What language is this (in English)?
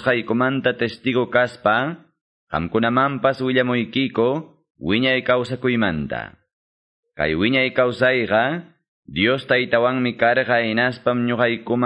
Quechua